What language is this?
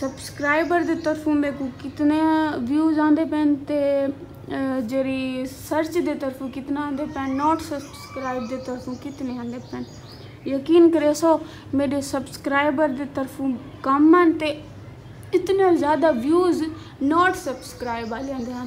Saraiki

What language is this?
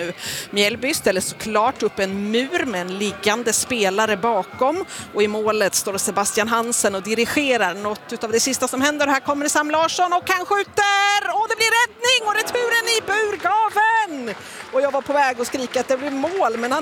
Swedish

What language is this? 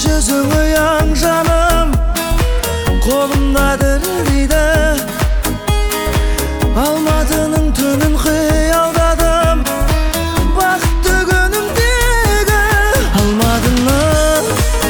Kazakh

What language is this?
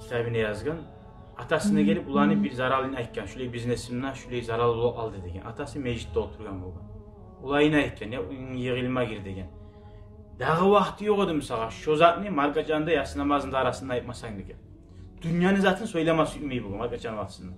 Kumyk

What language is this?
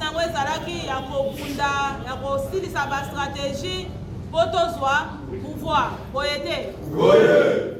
Lingala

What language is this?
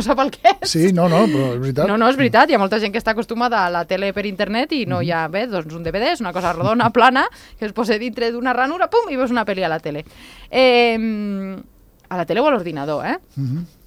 Catalan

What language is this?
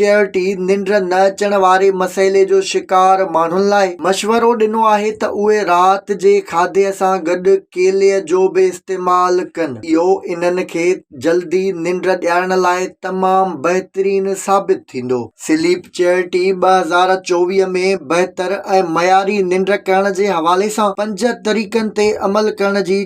Sindhi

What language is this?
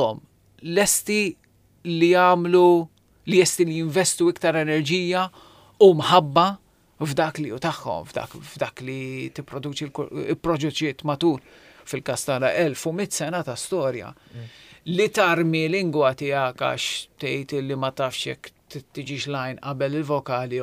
Maltese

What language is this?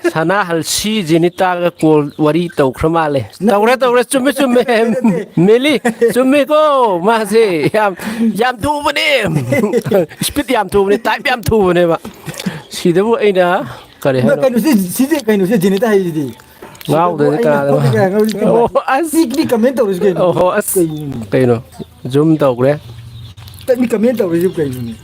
Manipuri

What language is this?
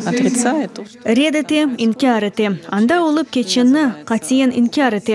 Crimean Tatar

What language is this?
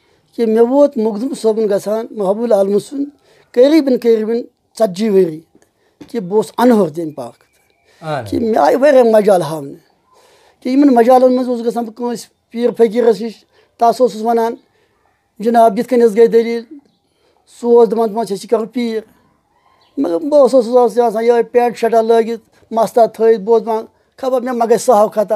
Kashmiri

